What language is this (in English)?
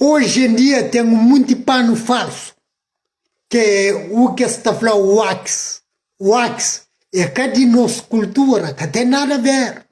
Kabuverdianu